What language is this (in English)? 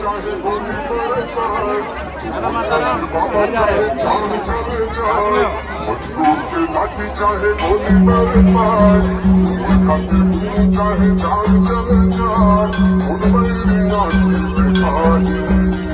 Chhattisgarhi